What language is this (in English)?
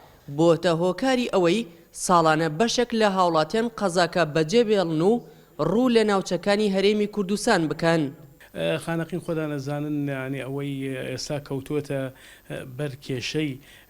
Central Kurdish